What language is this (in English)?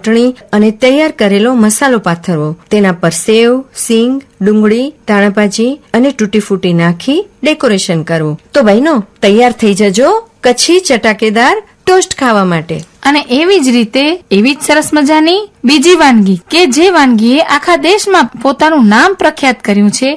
Gujarati